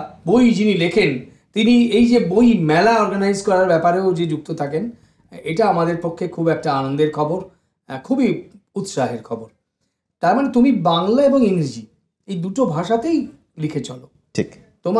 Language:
Bangla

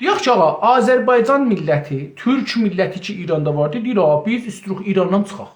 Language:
South Azerbaijani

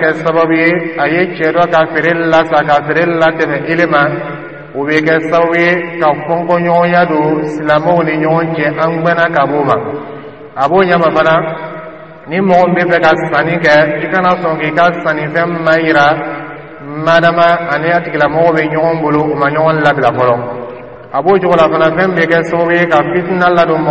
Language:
Dyula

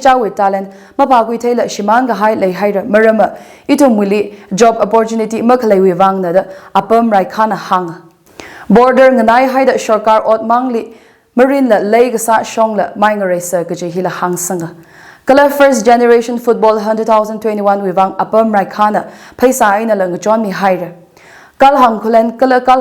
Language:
Tangkhul Naga (India)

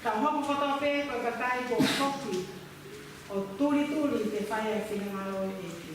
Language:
Tongan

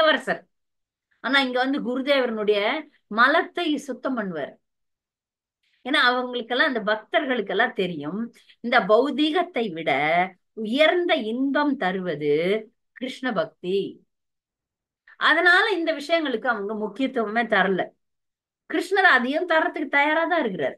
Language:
Tamil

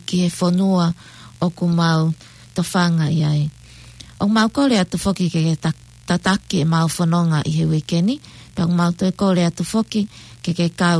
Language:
Tongan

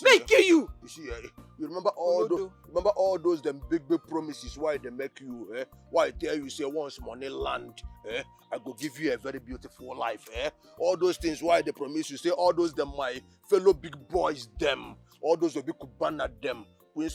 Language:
Nigerian Pidgin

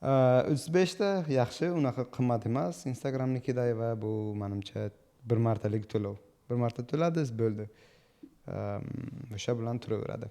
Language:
Uzbek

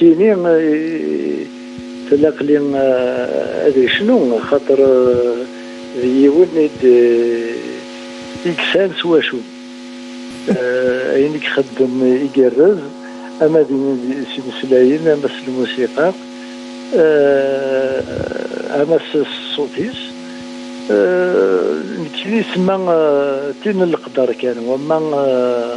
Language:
Kabyle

